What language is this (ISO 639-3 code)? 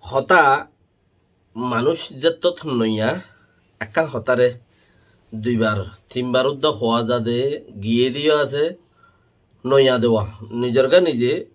rhg